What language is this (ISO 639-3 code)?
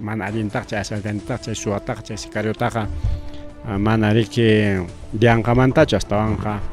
quy